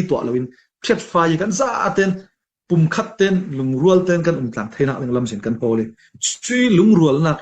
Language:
Falam Chin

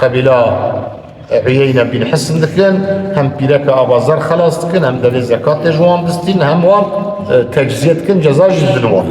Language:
Kurdish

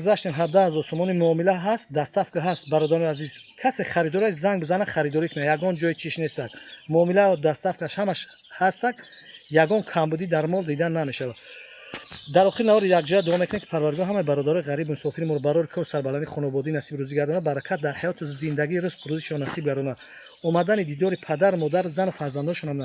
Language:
Tajik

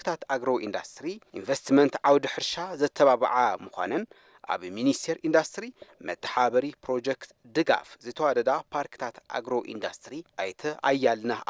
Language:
Tigrinya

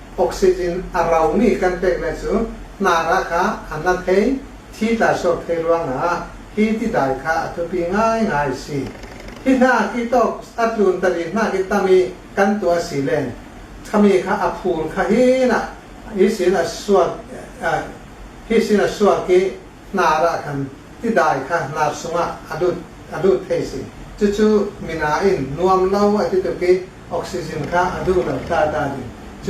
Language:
Hakha Chin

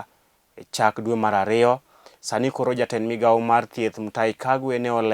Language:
Luo (Kenya and Tanzania)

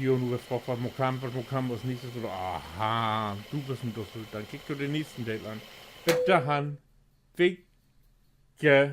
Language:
Low German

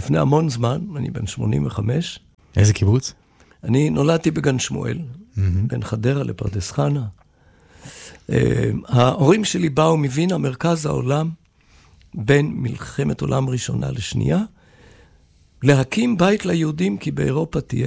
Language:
Hebrew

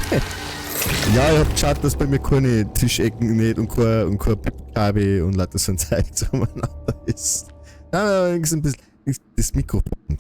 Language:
Bavarian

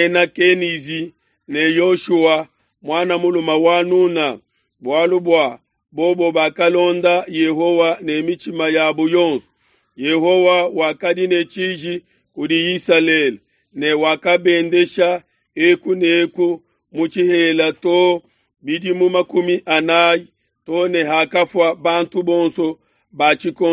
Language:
Luba-Lulua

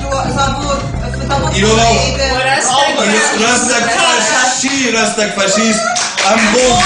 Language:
Ossetic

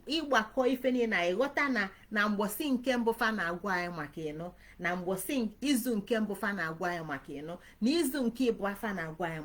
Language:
Igbo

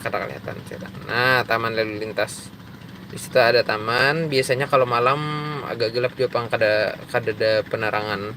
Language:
Banjar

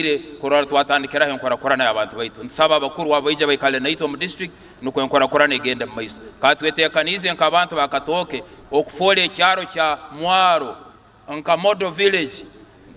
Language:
Nyankole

